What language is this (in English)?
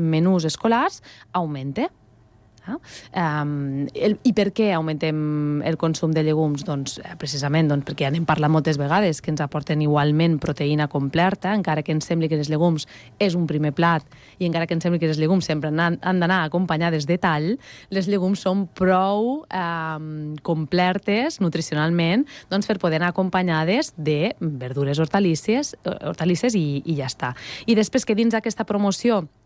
Catalan